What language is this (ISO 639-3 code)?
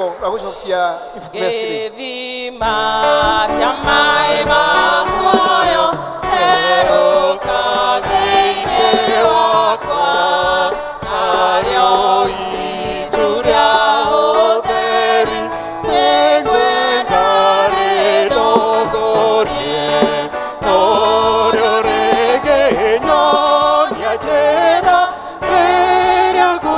kik